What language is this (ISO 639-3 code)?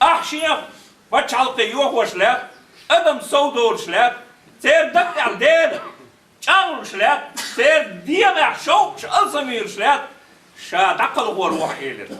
che